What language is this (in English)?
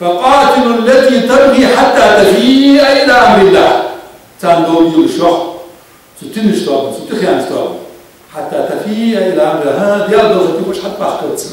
Ingush